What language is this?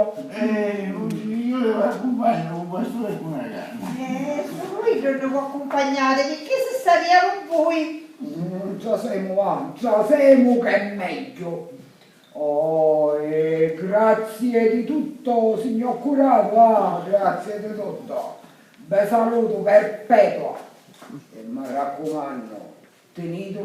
Sicilian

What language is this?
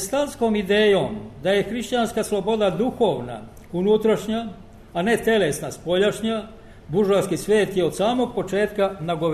Serbian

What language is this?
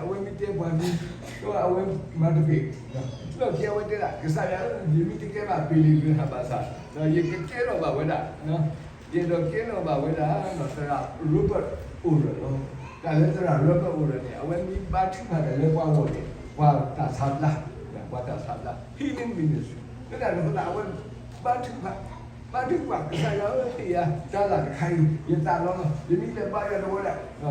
S'gaw Karen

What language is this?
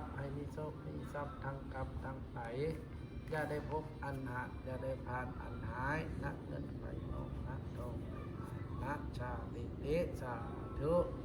Northeastern Thai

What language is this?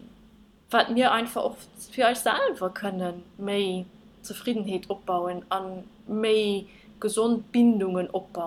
Luxembourgish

